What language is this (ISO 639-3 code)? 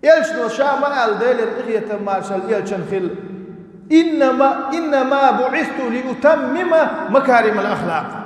che